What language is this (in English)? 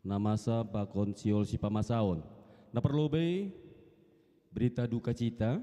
Batak Simalungun